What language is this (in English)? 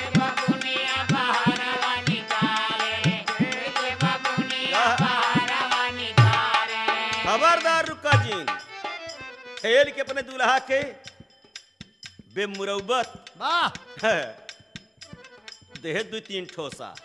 Bhojpuri